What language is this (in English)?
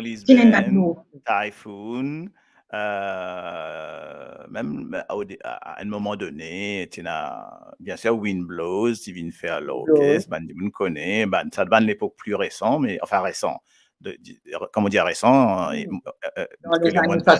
Morisyen